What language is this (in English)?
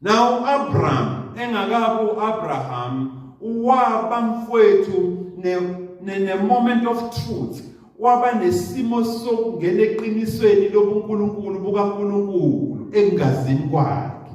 Zulu